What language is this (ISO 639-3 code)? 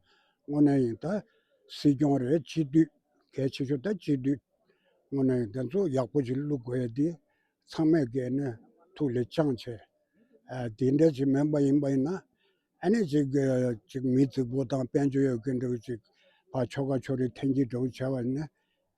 bod